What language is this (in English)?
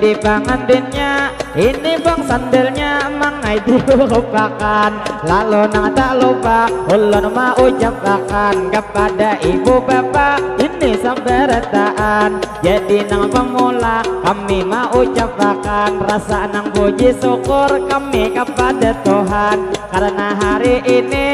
Banjar